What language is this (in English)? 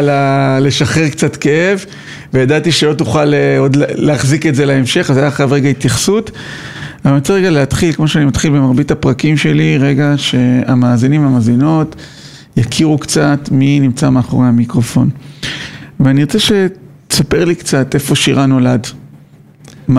Hebrew